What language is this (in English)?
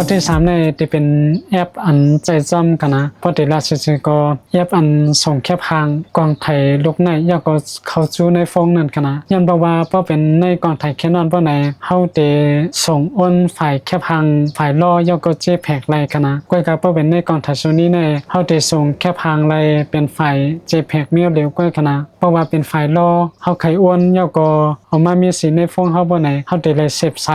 Shan